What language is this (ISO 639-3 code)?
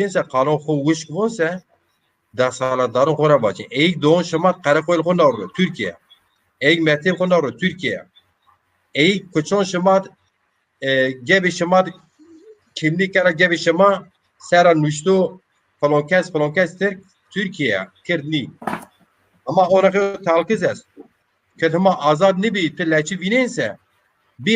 zza